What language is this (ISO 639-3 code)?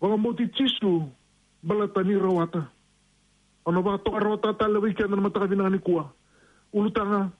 fij